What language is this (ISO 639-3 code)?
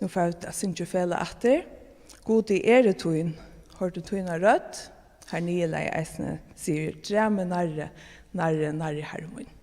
fao